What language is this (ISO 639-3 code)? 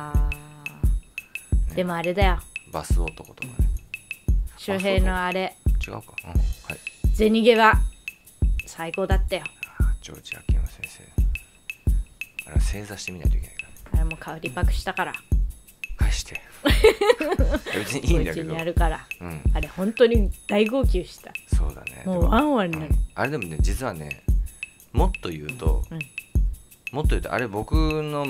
jpn